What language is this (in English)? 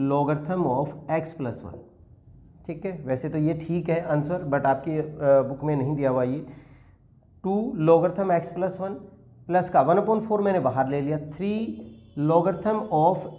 Hindi